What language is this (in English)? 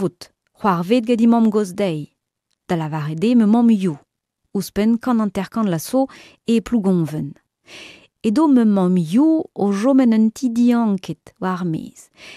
Breton